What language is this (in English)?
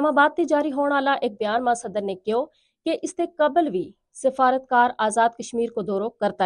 Gujari